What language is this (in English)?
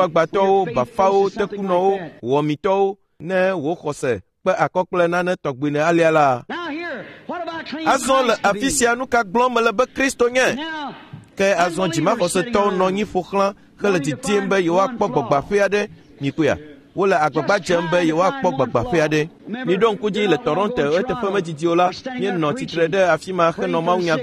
Ewe